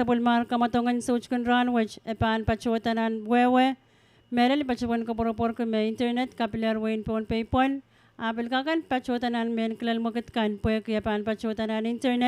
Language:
Pohnpeian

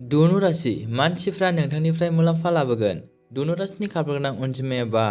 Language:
Bodo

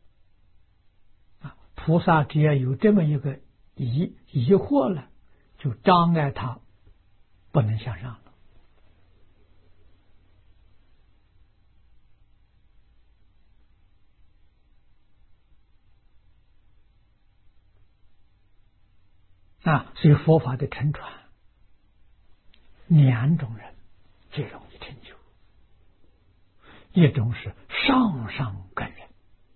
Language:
Chinese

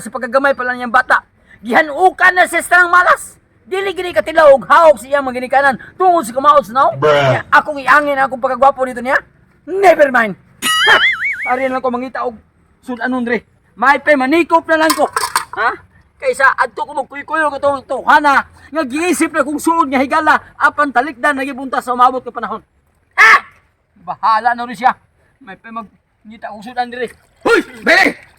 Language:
Cebuano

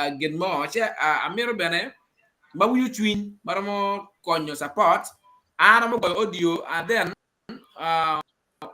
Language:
Acoli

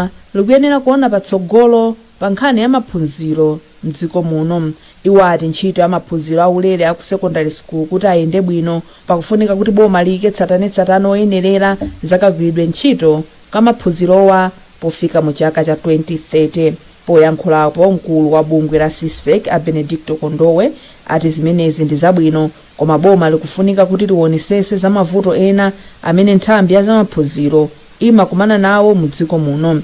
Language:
Nyanja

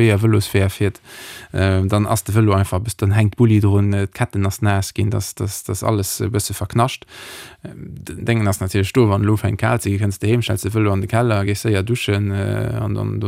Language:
Luxembourgish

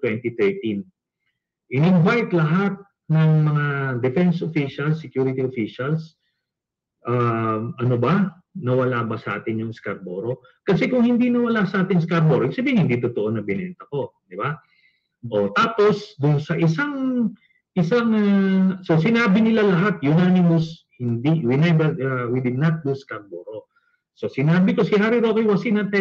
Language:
Filipino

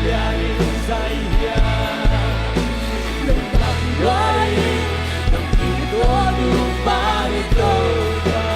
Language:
Tedim Chin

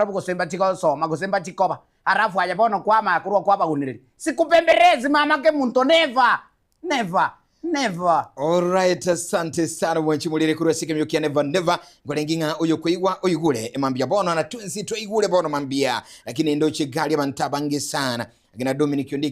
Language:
Gusii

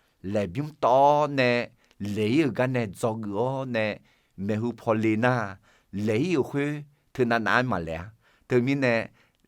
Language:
Akha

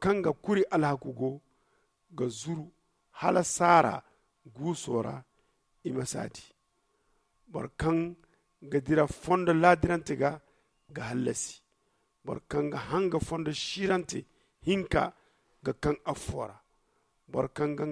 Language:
Zarma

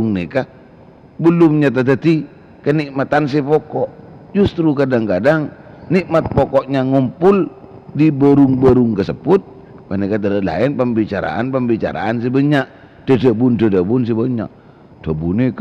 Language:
Madurese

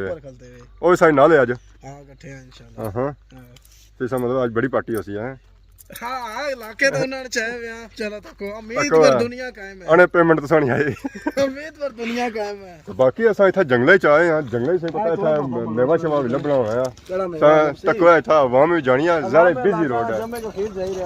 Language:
Pahari-Potwari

